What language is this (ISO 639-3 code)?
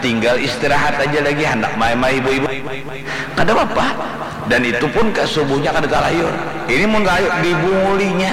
bjn